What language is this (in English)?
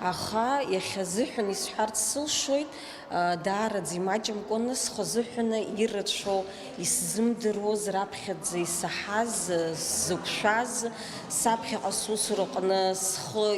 Abkhazian